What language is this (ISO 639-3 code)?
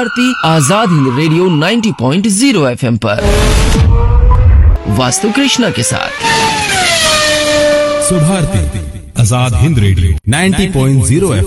hin